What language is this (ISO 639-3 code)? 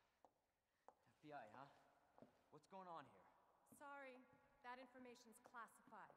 eng